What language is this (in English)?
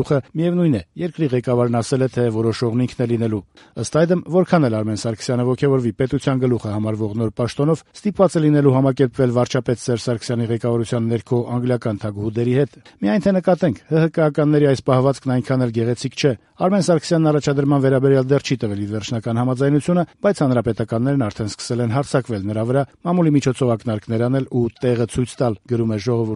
Armenian